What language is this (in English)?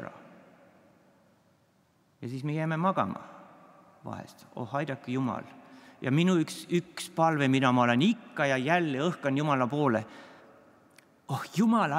Estonian